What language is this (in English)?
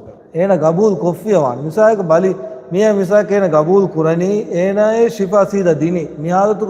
Divehi